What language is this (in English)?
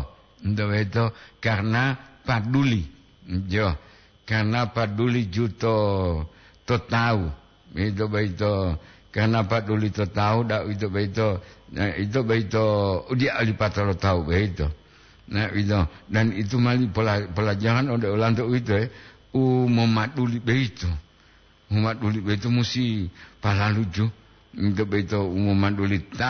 Gorontalo